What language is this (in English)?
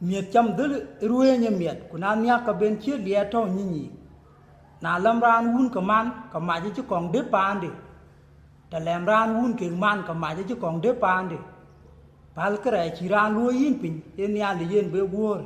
Dinka